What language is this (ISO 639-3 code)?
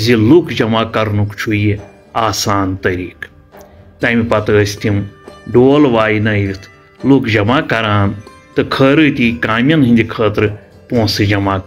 kas